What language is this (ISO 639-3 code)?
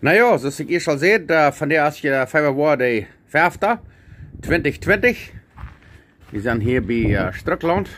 pdt